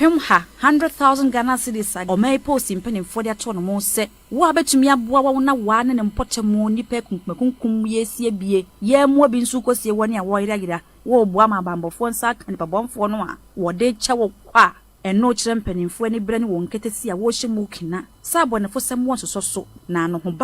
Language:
Akan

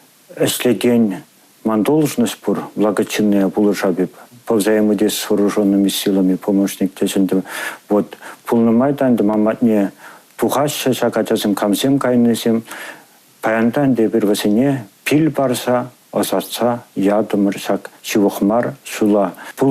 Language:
Chuvash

